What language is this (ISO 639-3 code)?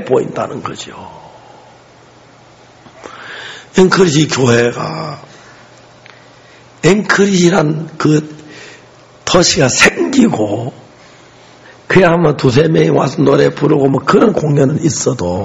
kor